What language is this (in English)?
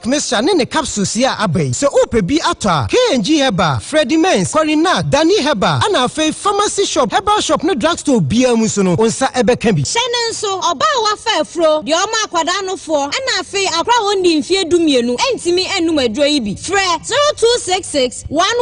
Akan